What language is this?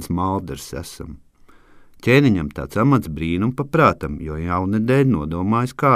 Latvian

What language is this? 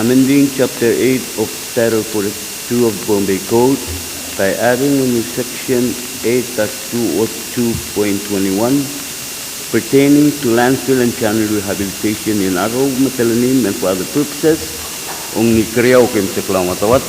Pohnpeian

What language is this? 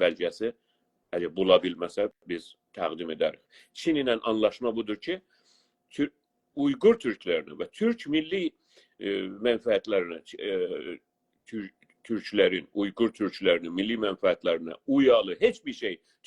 South Azerbaijani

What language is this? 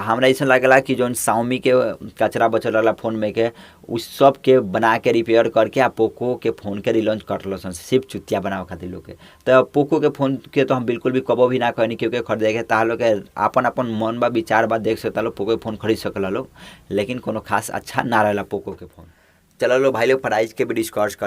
Bhojpuri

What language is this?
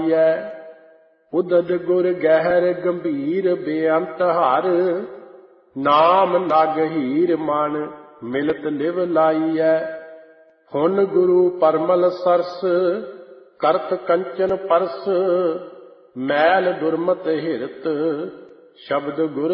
Punjabi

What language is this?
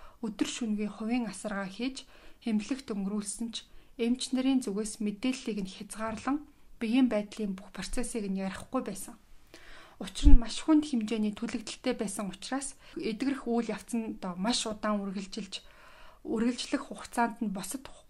Mongolian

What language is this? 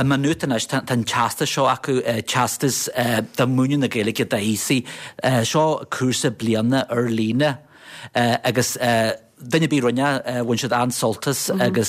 Irish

